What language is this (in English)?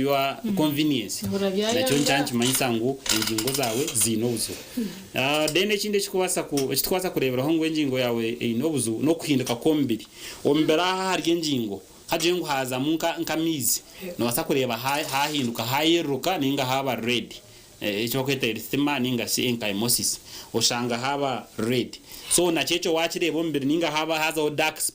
Nyankole